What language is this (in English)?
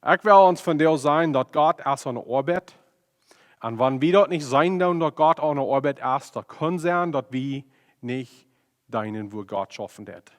Plautdietsch